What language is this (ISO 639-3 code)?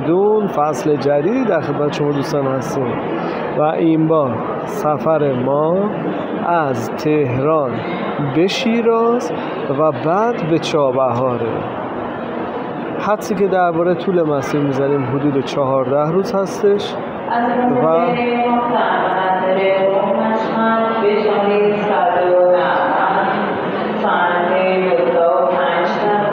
fas